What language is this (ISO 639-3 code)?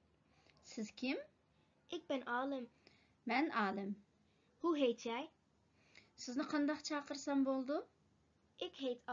uig